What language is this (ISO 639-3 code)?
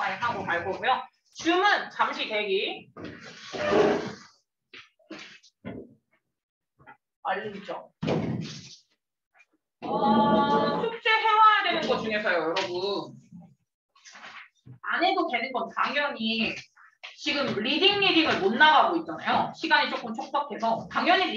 kor